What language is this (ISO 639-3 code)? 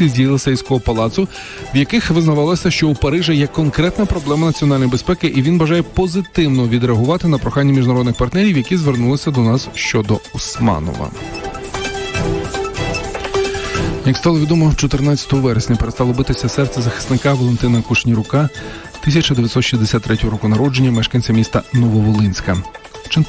ukr